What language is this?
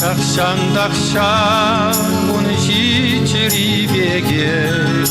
Chuvash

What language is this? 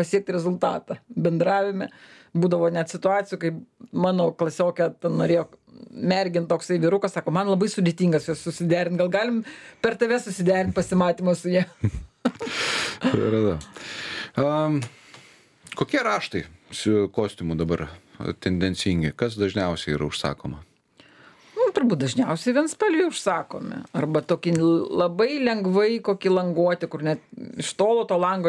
Lithuanian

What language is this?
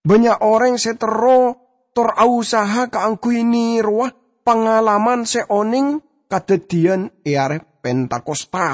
Madurese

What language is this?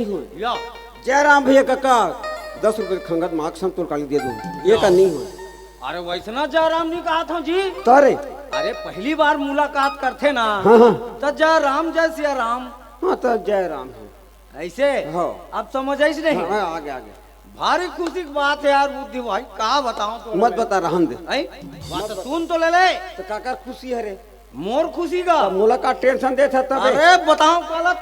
Chhattisgarhi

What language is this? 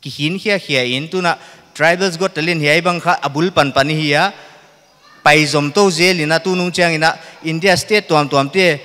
Paite Chin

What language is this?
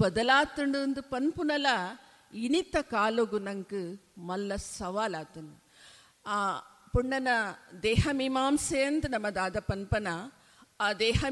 Tulu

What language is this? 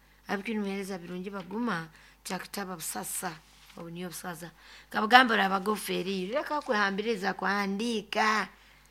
Nyoro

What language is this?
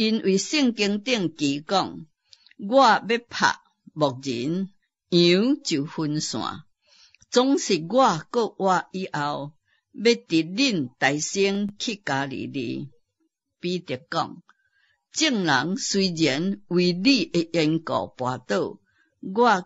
Min Nan Chinese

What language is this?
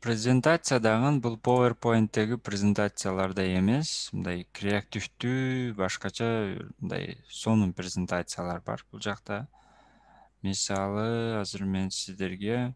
Kyrgyz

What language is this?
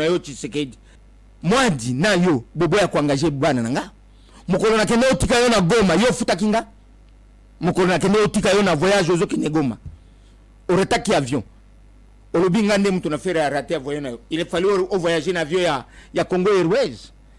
Lingala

